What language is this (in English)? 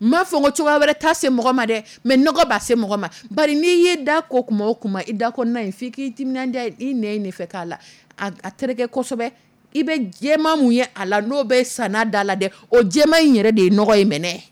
Dyula